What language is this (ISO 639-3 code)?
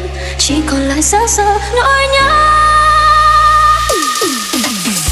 vie